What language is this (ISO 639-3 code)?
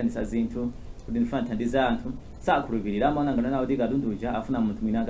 nya